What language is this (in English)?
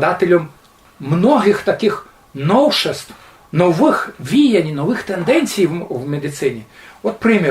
Rusyn